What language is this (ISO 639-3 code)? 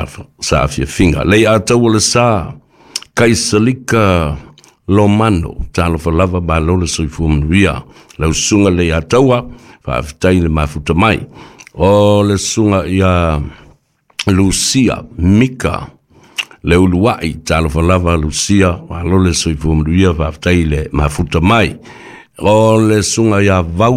smo